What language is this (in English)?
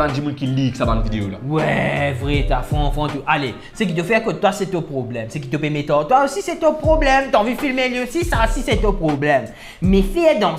Morisyen